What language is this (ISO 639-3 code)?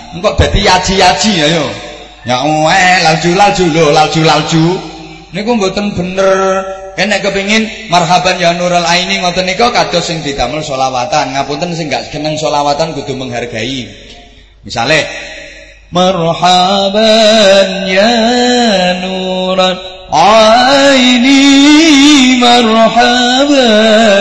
jav